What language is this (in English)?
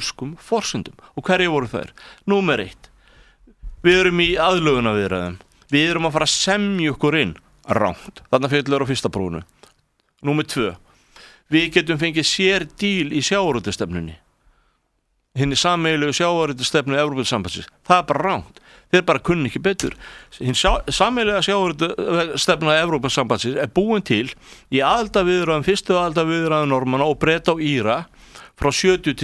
Icelandic